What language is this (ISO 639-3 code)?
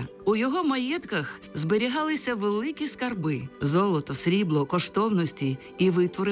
ukr